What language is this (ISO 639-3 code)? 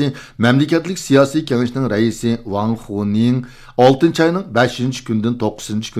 uig